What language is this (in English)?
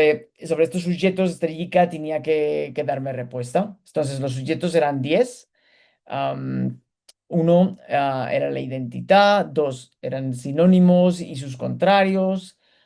Ladino